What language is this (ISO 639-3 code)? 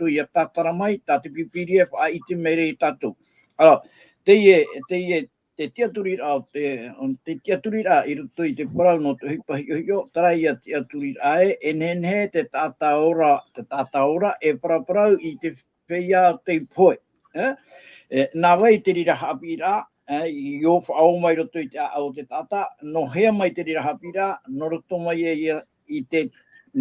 tah